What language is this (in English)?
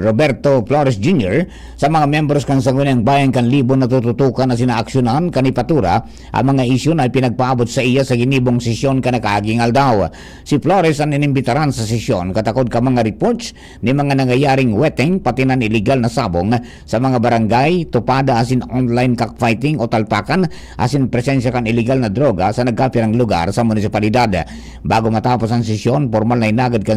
Bikol